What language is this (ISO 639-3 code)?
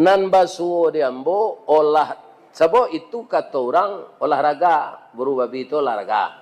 min